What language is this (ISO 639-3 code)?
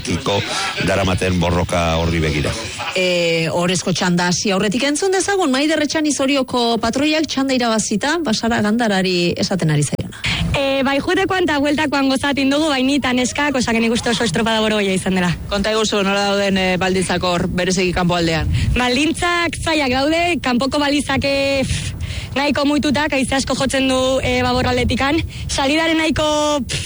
eus